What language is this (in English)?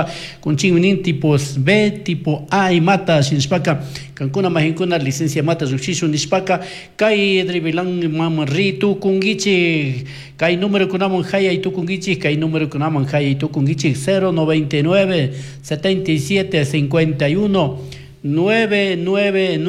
Chimborazo Highland Quichua